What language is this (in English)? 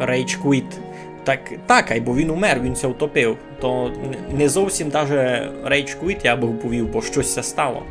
Rusyn